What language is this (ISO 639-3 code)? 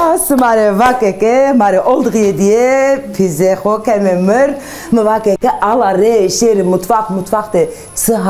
zza